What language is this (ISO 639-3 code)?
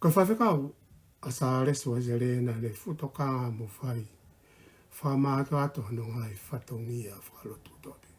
ton